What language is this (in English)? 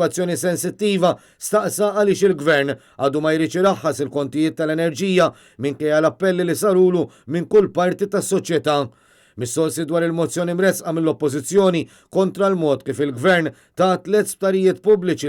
Maltese